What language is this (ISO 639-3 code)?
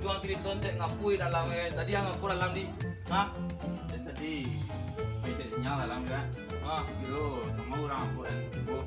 min